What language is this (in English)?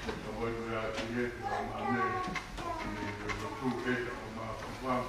Tongan